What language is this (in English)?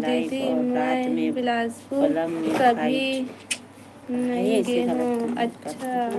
Chhattisgarhi